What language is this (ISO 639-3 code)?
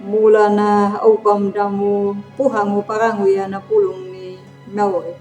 akg